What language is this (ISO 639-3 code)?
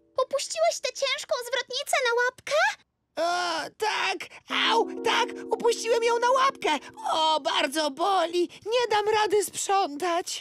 pol